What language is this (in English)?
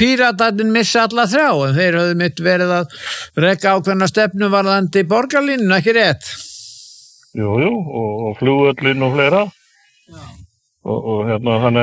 Icelandic